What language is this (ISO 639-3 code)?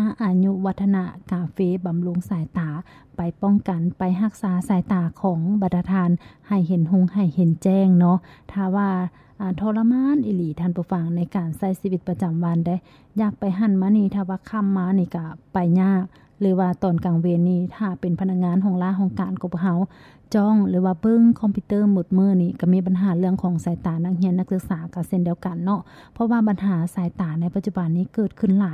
lao